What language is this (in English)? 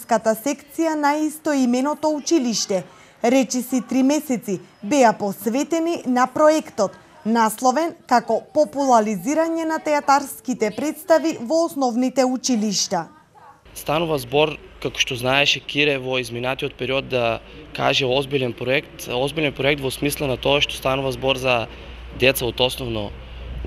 Macedonian